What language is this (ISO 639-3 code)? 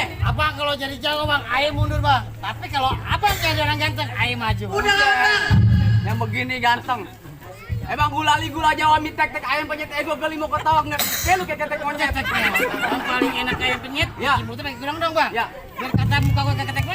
bew